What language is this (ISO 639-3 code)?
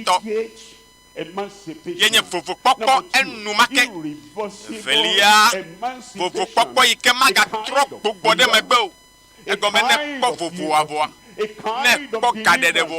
ewe